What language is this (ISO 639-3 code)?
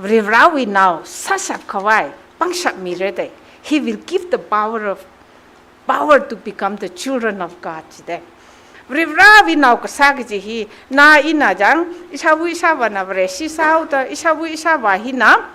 nmf